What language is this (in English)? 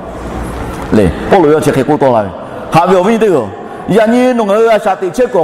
Lahu